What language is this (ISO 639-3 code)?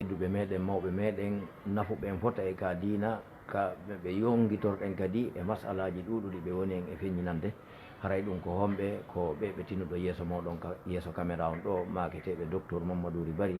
ful